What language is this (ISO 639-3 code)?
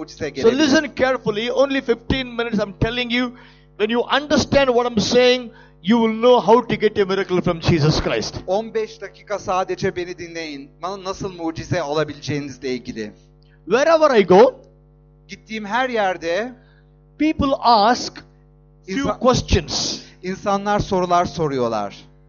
tur